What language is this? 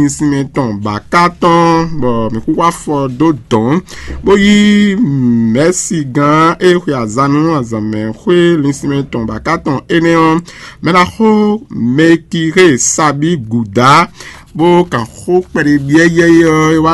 Fon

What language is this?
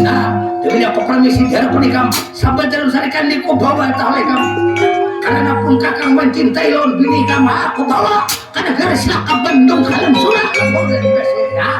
Banjar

